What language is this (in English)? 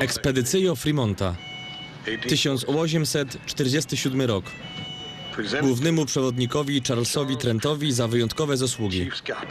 Silesian